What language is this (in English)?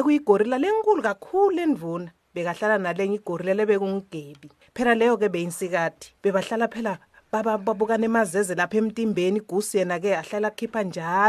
Swati